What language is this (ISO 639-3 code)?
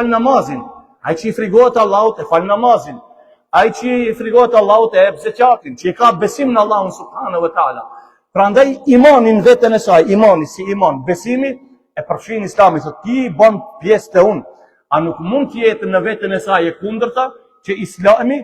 sqi